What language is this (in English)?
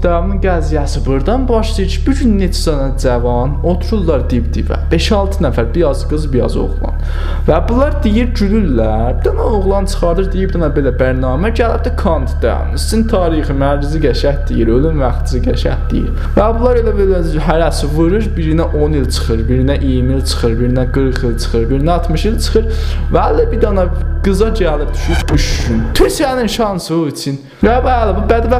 South Azerbaijani